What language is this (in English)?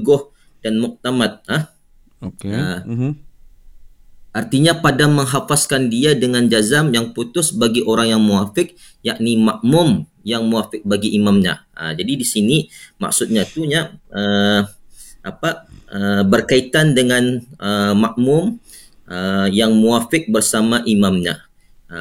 Malay